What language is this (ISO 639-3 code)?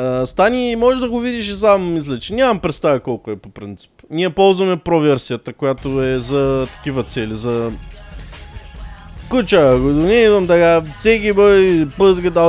bul